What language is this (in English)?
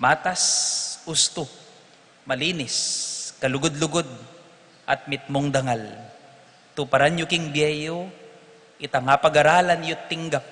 Pampanga